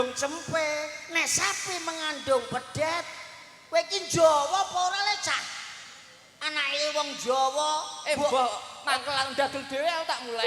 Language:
Javanese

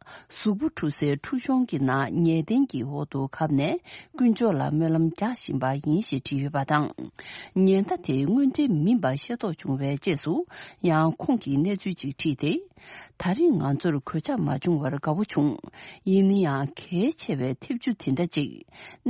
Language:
Tibetan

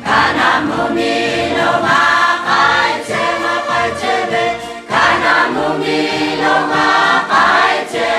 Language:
Lahu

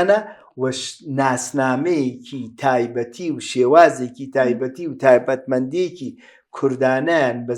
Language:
Central Kurdish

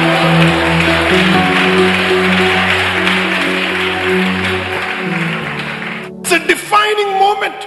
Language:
Malayalam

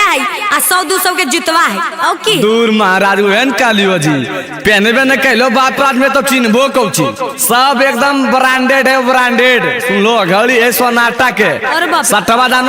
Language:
Magahi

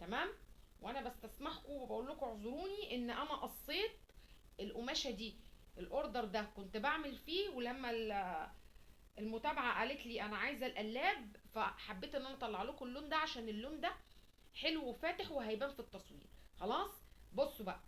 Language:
Egyptian Arabic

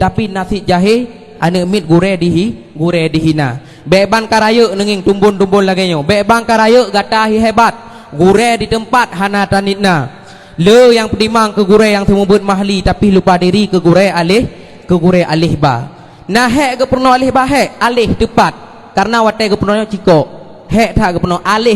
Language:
Achinese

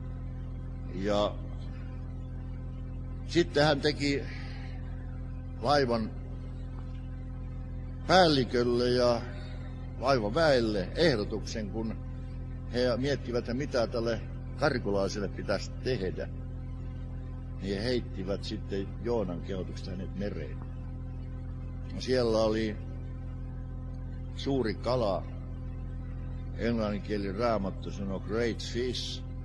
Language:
Finnish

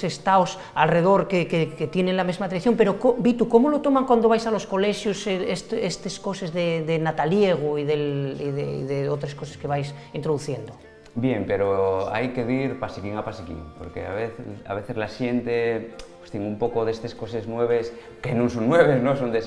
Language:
Asturian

